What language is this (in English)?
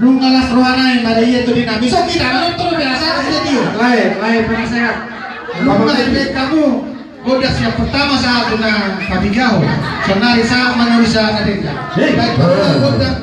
Batak Toba